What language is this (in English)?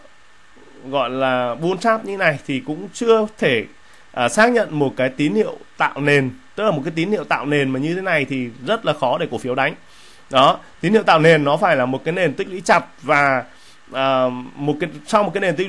Vietnamese